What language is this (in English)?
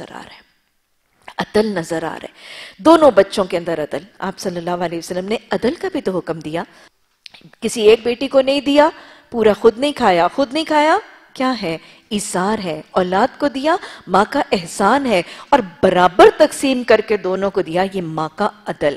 Urdu